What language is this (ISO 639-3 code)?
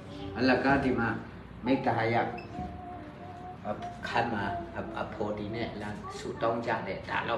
mya